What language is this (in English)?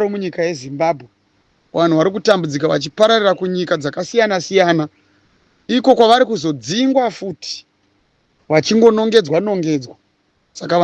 Shona